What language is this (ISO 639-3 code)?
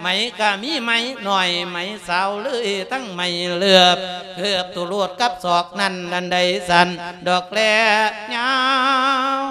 lao